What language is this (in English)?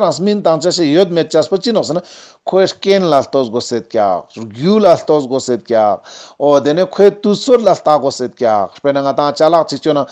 Ladakhi